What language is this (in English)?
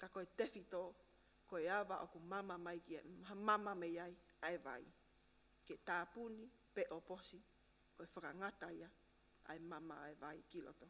Tongan